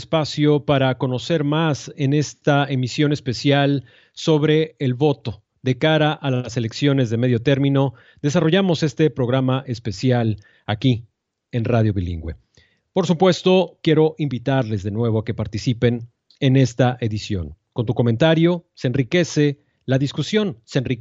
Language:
Spanish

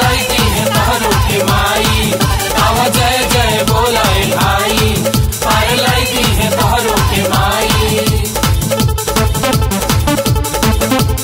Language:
Bhojpuri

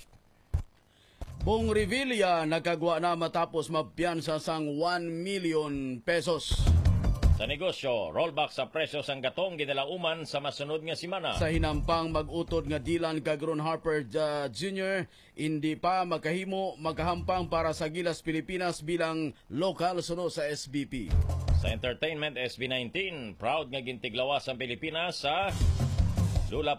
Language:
Hiligaynon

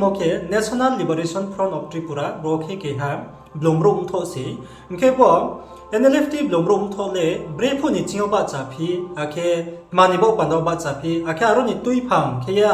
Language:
Riang (India)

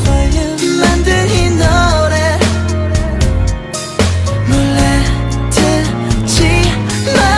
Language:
Korean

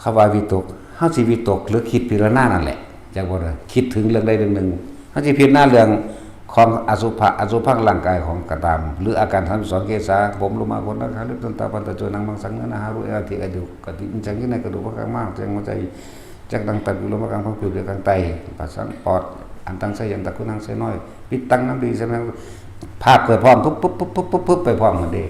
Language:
Northeastern Thai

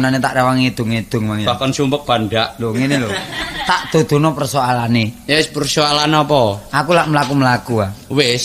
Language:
Javanese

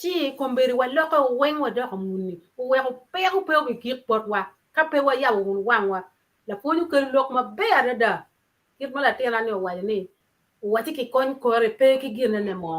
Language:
Acoli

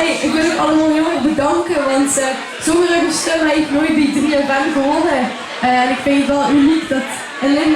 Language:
Limburgish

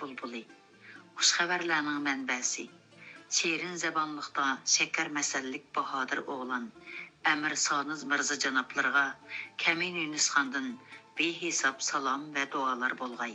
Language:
Uyghur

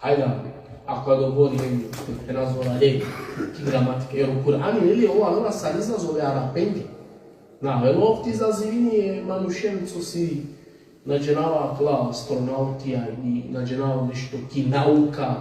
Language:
Balkan Romani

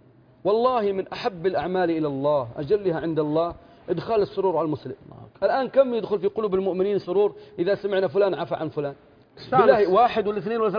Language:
Arabic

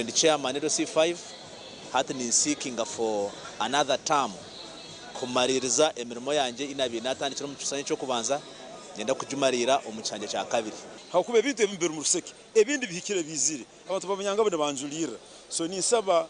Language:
Nyankole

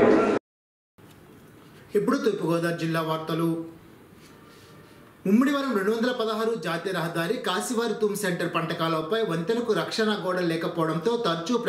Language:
Telugu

